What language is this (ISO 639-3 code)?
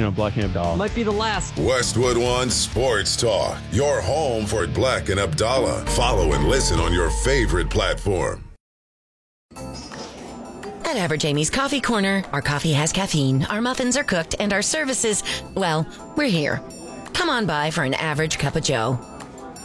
eng